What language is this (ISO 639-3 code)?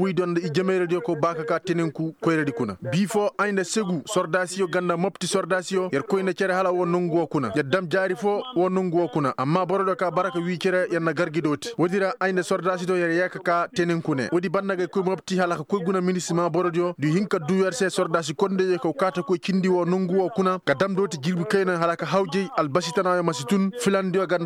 ses